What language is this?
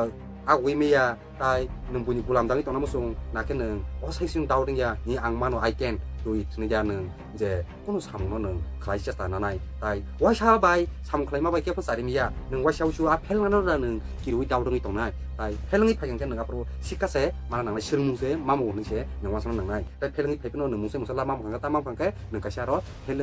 Kok Borok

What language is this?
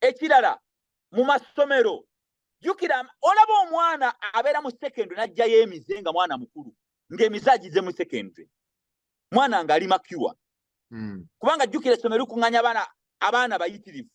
Ganda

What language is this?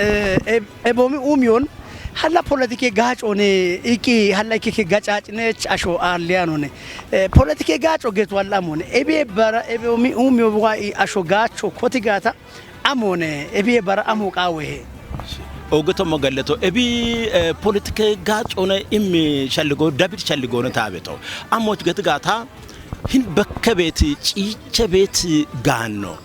Kafa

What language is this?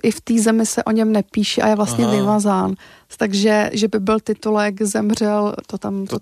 Czech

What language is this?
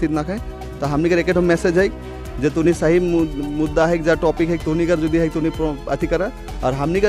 Sadri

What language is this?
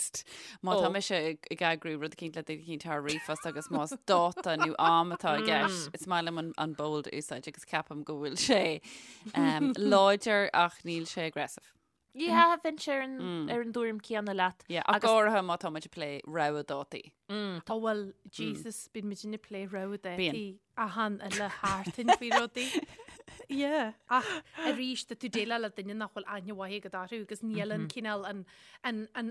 Irish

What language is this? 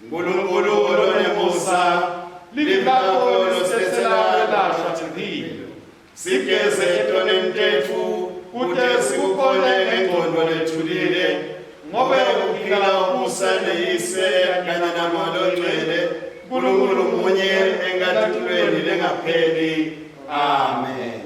Swati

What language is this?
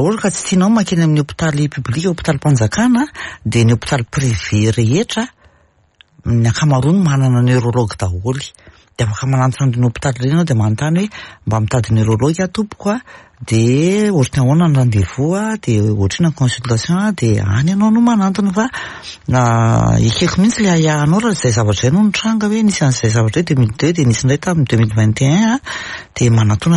Malagasy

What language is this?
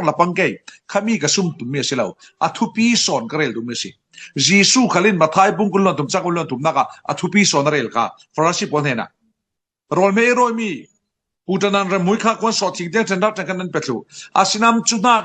Falam Chin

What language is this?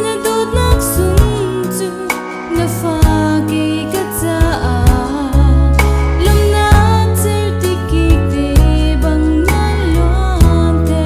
Hakha Chin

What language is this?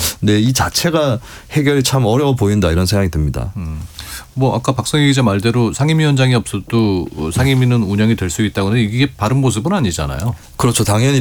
Korean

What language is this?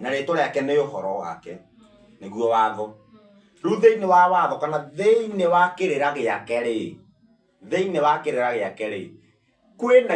Kikuyu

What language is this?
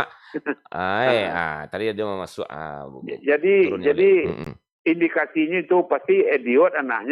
Minangkabau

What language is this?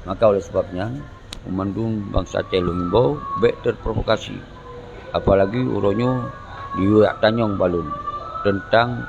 Achinese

